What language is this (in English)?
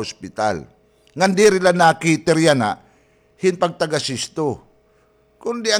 Waray